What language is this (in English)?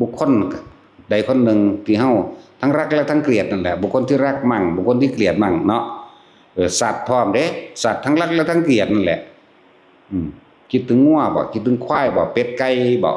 Northeastern Thai